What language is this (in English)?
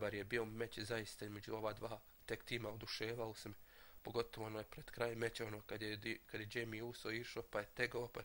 Bosnian